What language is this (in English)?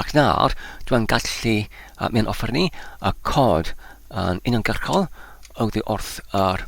Welsh